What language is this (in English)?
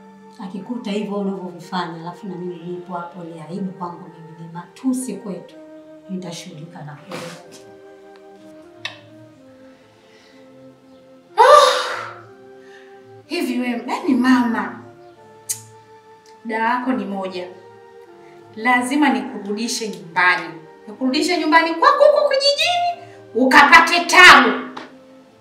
Swahili